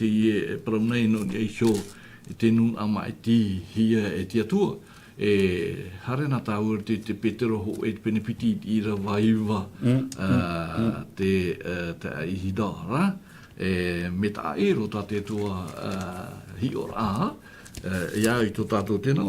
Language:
Tahitian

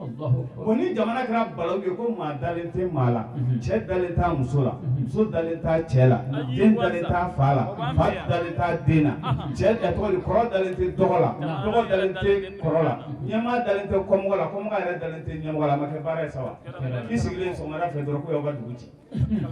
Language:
Bambara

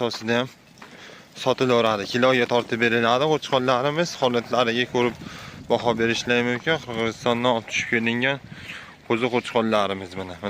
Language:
Uzbek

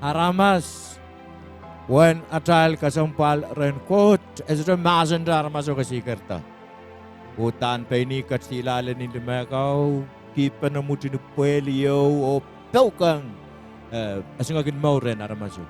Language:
Pohnpeian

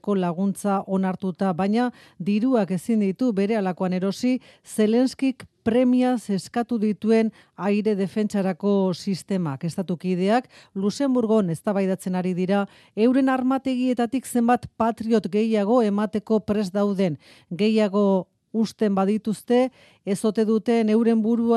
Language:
Basque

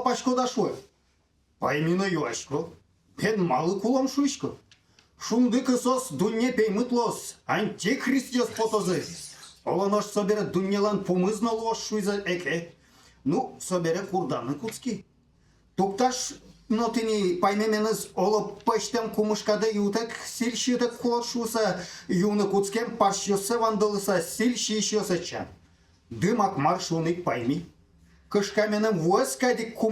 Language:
Udmurt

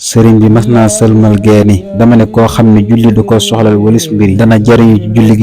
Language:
Wolof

